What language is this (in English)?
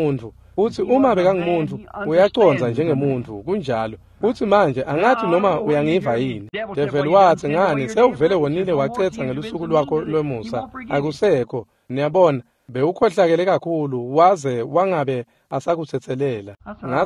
Swati